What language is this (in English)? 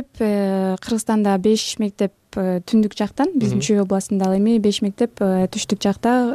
Kyrgyz